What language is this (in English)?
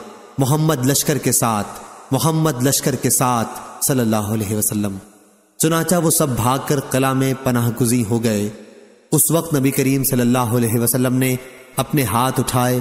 Urdu